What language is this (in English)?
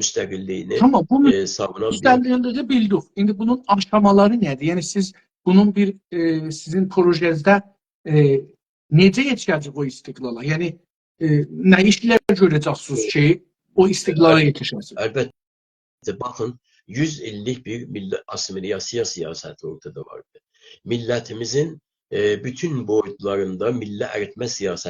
South Azerbaijani